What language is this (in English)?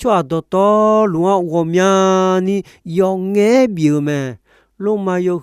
Akha